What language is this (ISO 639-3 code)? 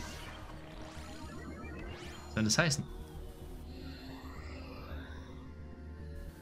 deu